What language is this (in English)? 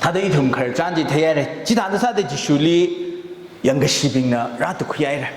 Tangkhul Naga (India)